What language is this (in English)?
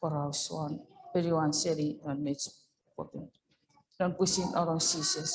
Chuukese